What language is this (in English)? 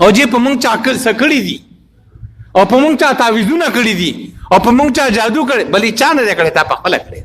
Pashto